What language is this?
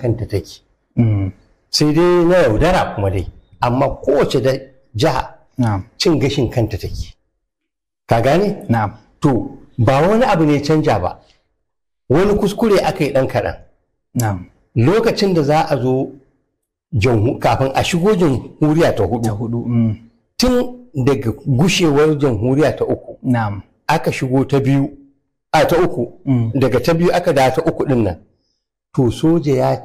Hausa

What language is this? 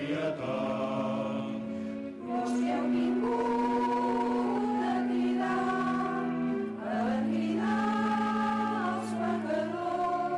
Catalan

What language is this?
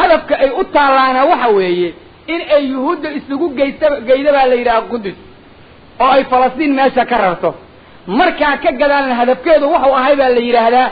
Somali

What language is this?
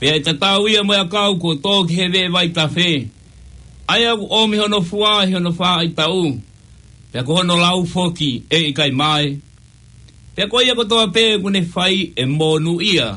Tongan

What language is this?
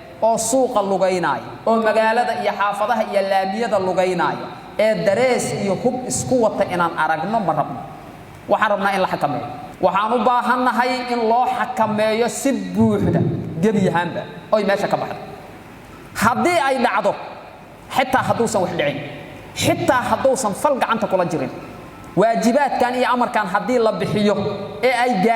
Somali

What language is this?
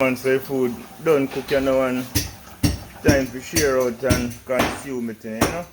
Jamaican Creole English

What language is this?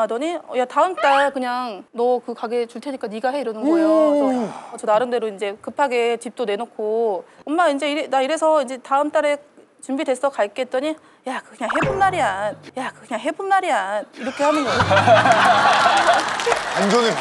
Korean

